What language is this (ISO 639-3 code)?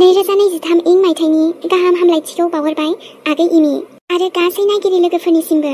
brx